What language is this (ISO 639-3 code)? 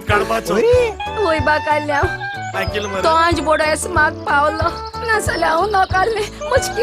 kok